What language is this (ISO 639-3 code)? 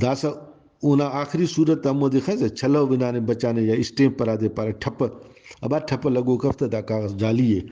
brh